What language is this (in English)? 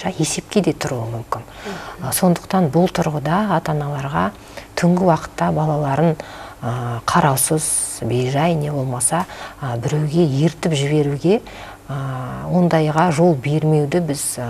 Kazakh